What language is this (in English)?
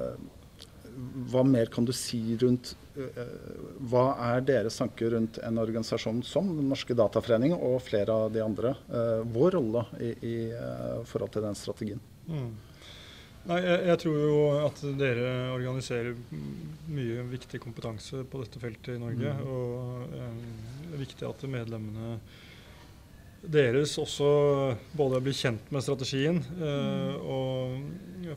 Norwegian